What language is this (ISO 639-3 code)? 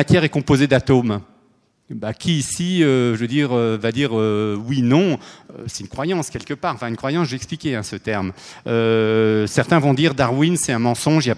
fra